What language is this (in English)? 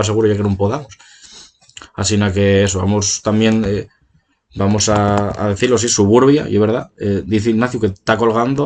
Asturian